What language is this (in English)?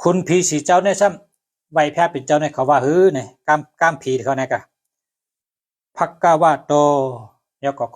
Shan